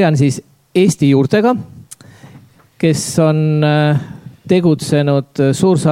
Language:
Estonian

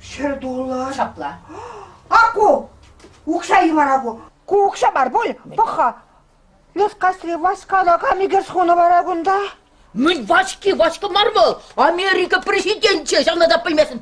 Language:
Chuvash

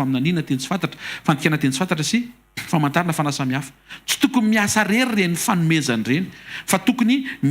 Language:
Malagasy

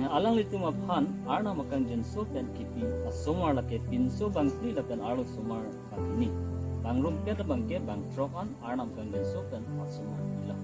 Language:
Karbi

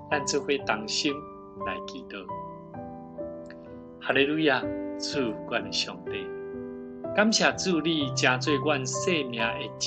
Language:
Min Nan Chinese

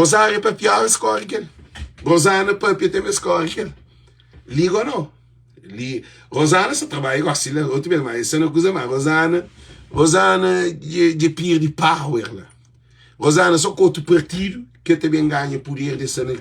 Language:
Kabuverdianu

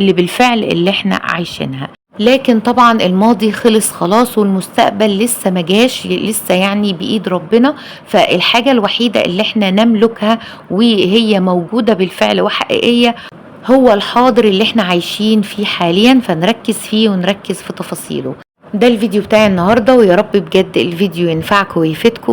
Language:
Egyptian Arabic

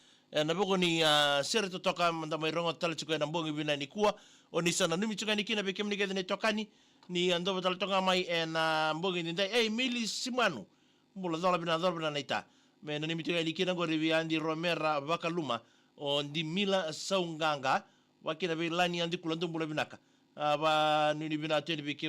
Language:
Fijian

